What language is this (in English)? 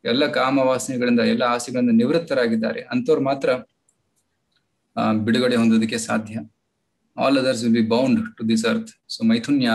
Kannada